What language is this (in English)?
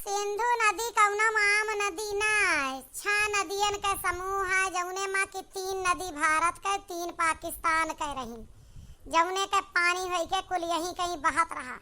Awadhi